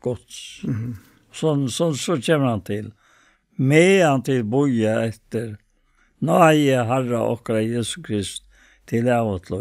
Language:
Faroese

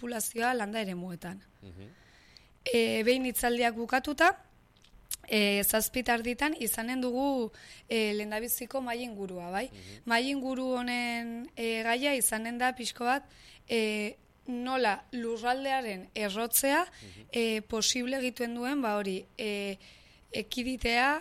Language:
Basque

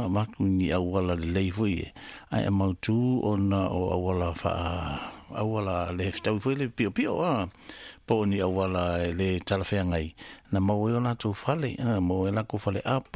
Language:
Samoan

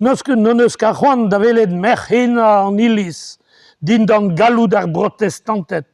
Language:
Breton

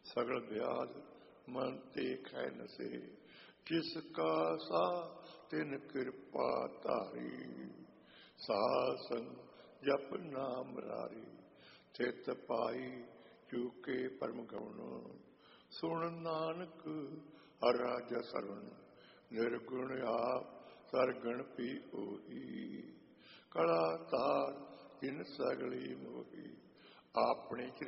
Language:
Punjabi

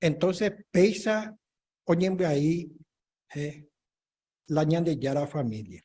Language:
Guarani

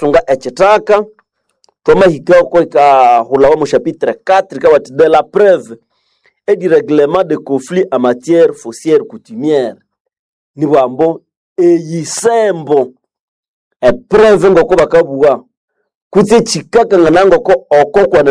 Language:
Nande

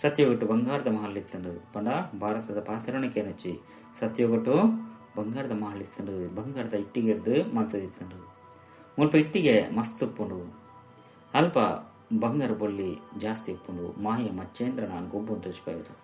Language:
Tulu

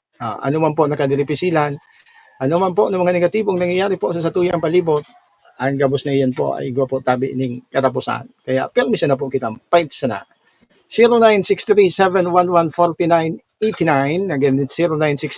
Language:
Bikol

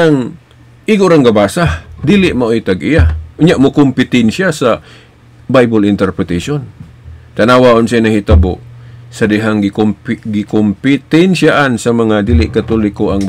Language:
Cebuano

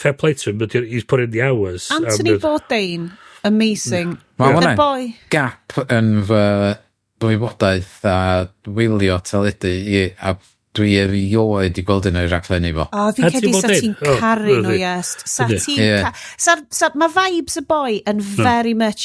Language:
Welsh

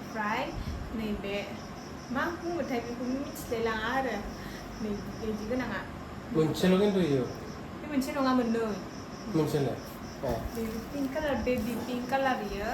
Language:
Bodo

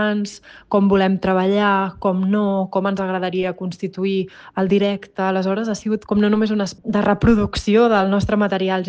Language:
Catalan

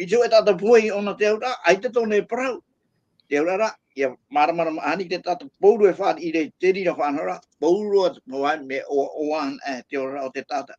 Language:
Tahitian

